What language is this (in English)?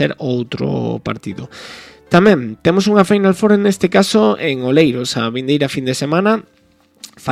Galician